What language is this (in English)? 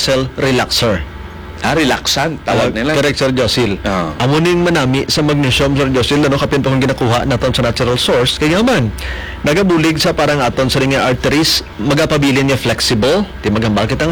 Hiligaynon